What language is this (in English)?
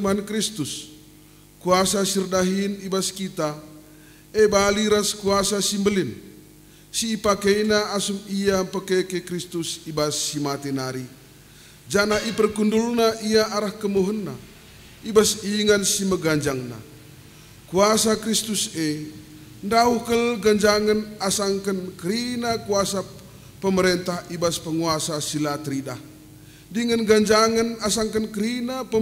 Batak Karo